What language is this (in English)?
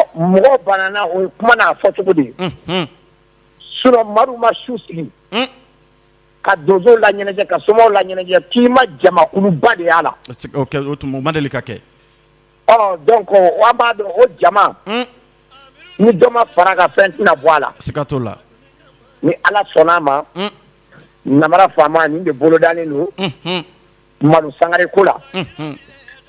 Bambara